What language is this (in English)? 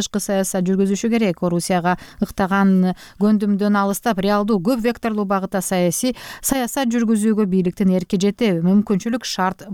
Kyrgyz